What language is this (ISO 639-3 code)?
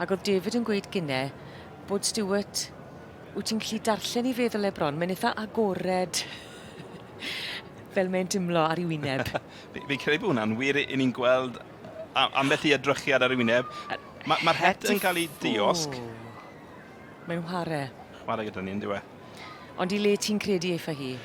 cym